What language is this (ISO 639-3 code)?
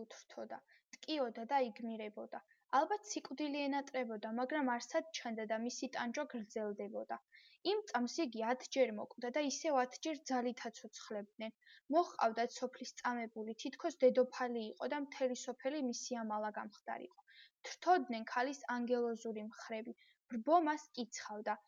kat